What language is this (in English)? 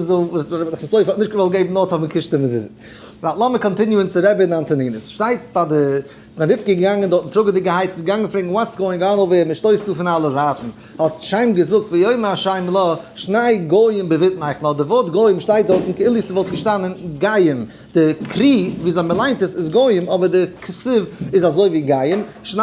Yiddish